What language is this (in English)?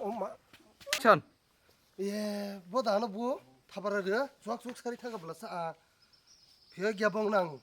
Kok Borok